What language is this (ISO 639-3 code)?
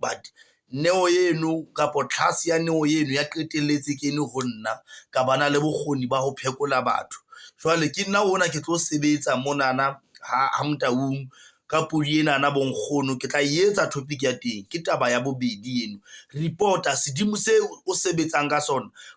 sot